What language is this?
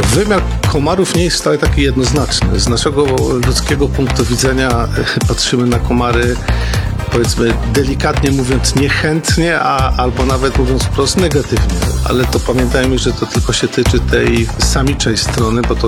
Polish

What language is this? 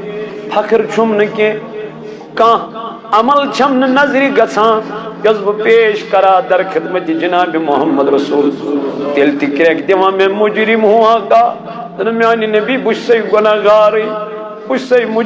Kashmiri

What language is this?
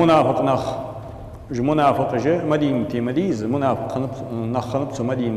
Ingush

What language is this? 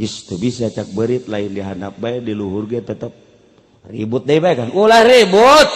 Sundanese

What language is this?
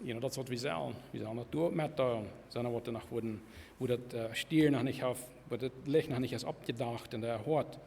Plautdietsch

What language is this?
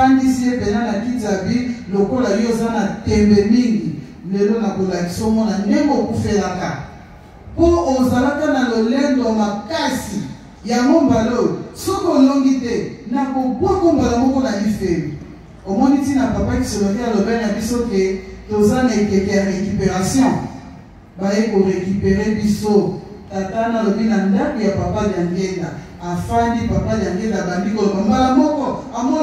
Lingala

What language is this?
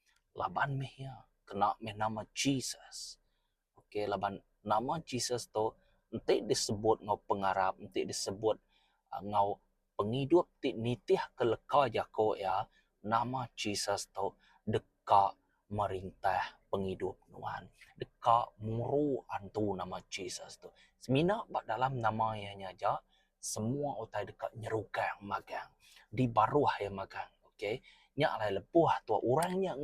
Iban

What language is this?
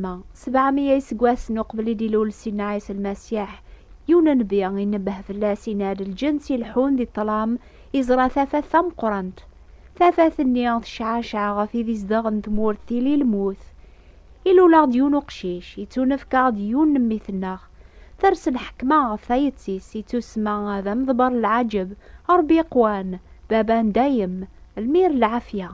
Kabyle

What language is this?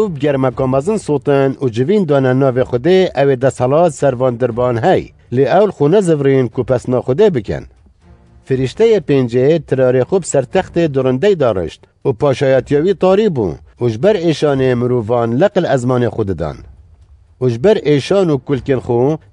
Kurdish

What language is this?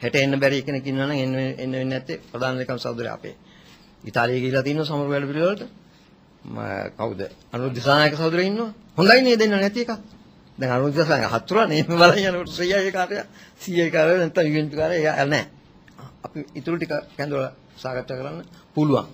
Sinhala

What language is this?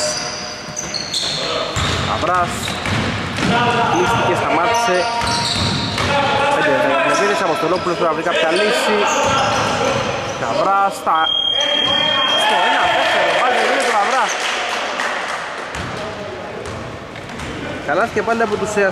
Greek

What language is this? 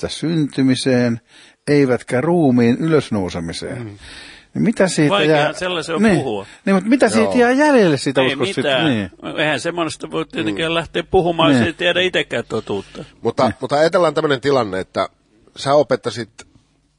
Finnish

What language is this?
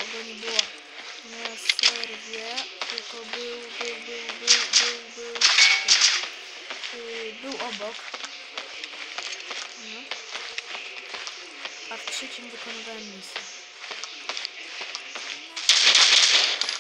Polish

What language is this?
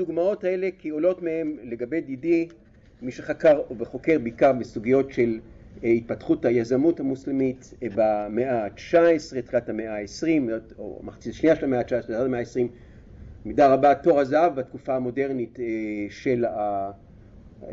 Hebrew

